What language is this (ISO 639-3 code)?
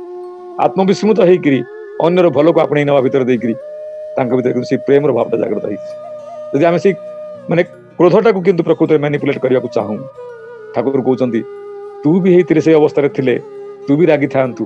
ori